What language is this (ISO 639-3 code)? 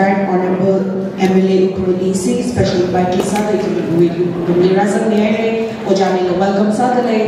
nmf